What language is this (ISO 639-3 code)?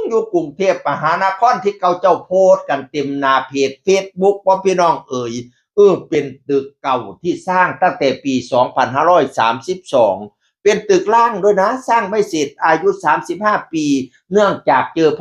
tts